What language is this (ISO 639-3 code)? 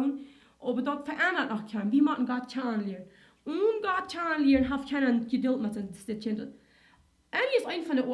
pdt